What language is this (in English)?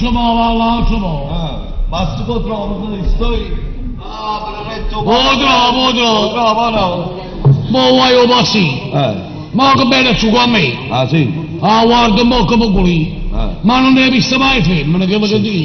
Neapolitan